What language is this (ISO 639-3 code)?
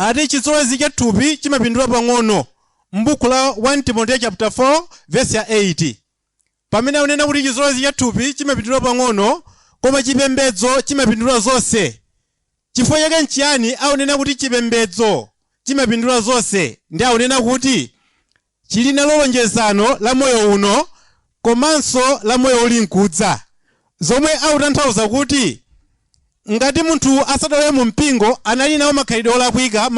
nya